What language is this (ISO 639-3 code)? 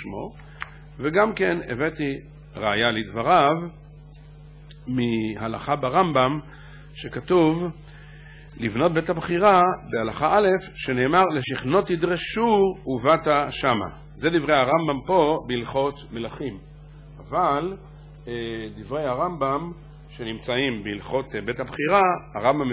heb